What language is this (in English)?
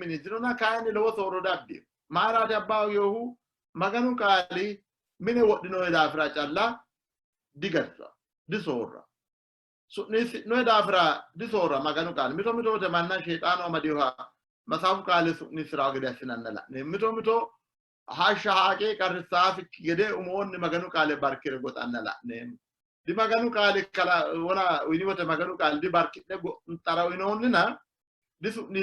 Sidamo